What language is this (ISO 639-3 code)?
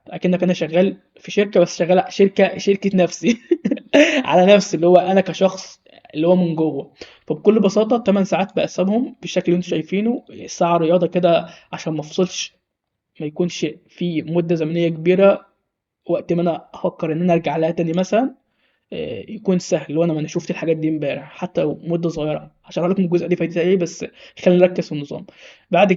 arz